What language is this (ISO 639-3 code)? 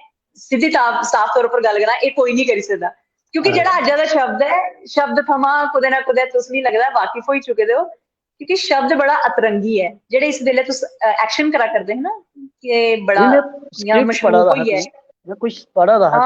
doi